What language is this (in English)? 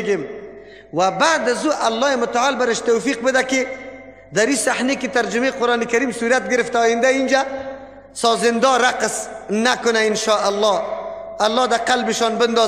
Persian